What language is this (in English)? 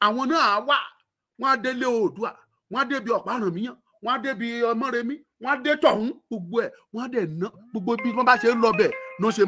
Yoruba